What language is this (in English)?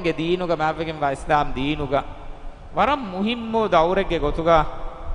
Divehi